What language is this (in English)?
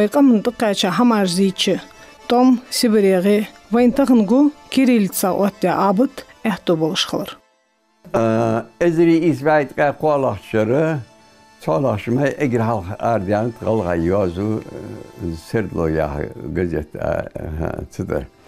Ingush